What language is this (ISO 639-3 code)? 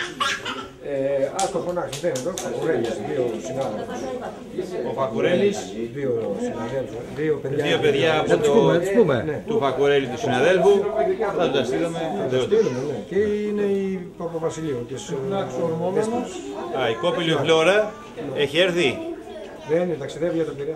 ell